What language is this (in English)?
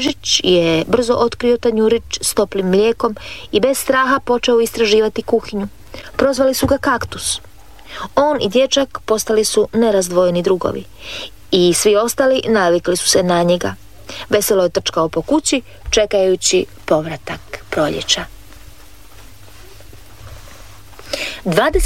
Croatian